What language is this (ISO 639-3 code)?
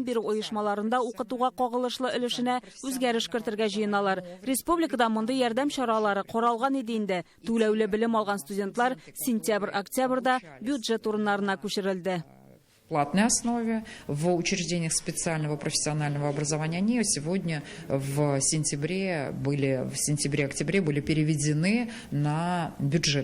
tat